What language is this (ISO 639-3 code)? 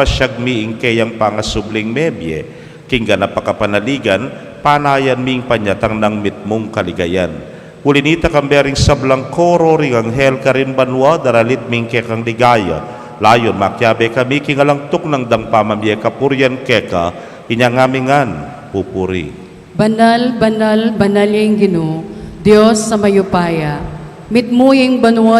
pam